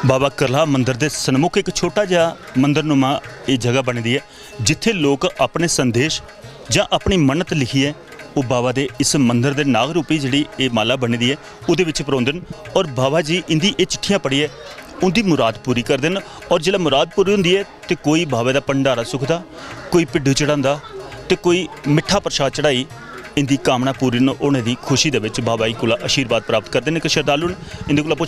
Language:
Dogri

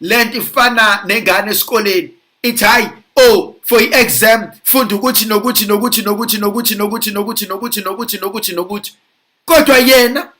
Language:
Zulu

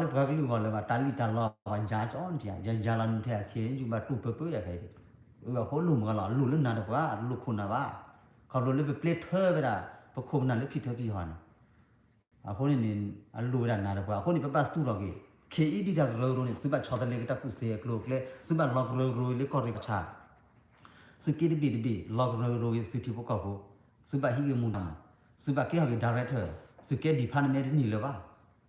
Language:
S'gaw Karen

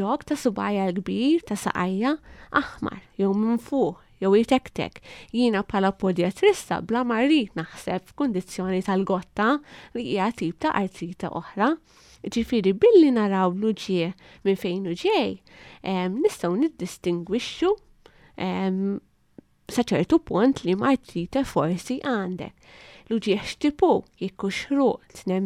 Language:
Maltese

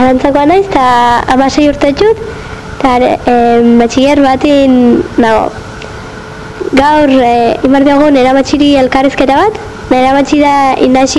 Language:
Basque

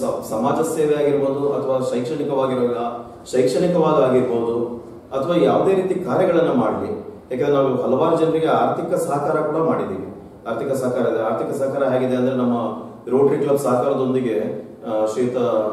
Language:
Kannada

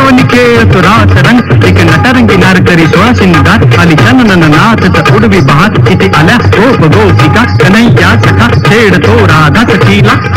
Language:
Marathi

